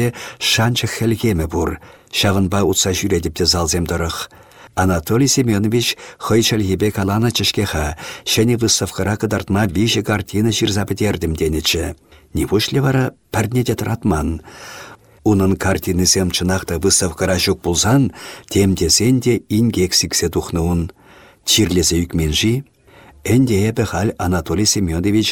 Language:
Chuvash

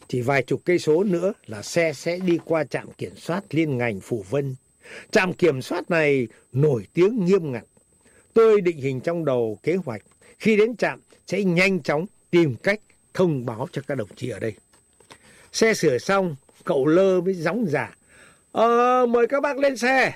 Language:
Vietnamese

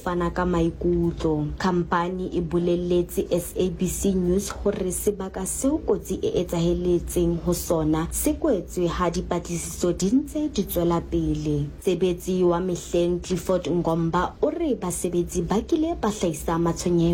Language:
Southern Sotho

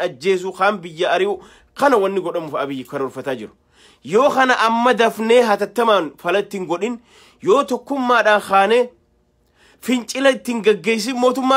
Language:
Oromo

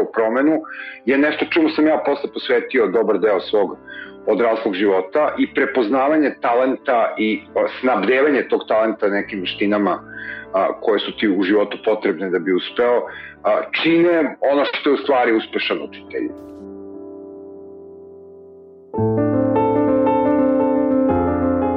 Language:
Serbian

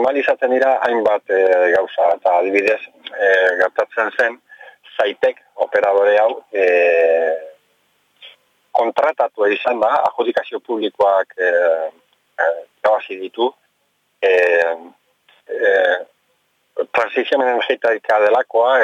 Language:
Basque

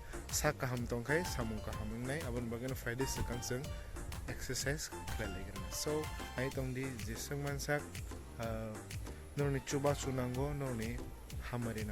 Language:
Kok Borok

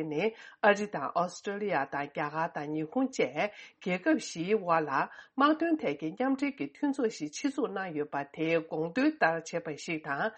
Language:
Tibetan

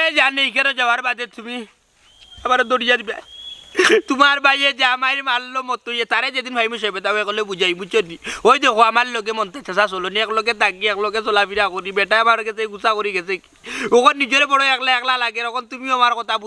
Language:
Sylheti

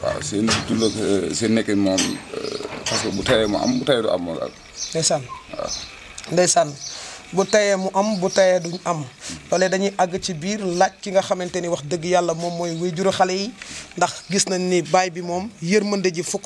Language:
Wolof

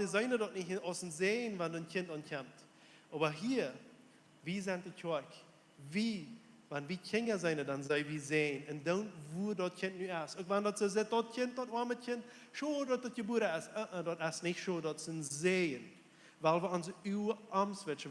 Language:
Plautdietsch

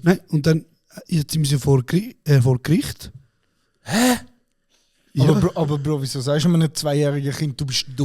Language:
Swiss German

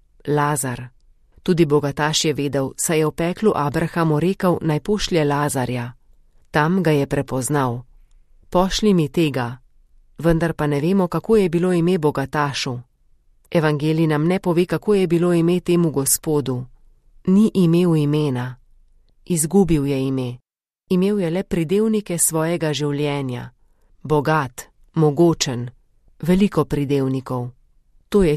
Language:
Slovenian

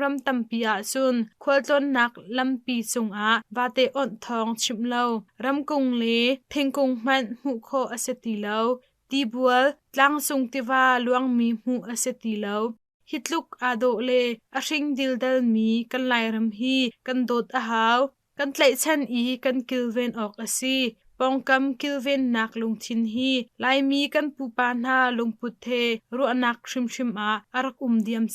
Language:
Hakha Chin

